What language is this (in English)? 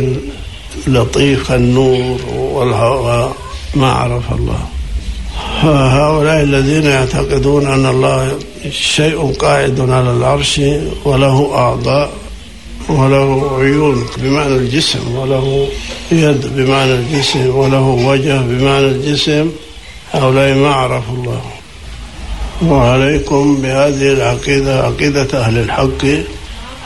Arabic